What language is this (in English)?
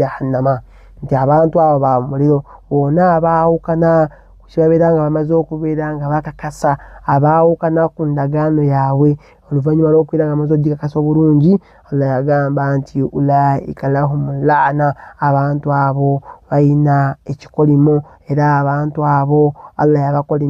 Ganda